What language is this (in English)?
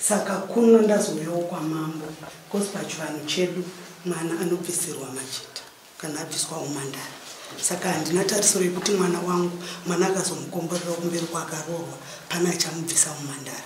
Shona